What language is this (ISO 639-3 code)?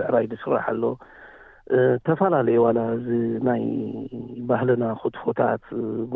tir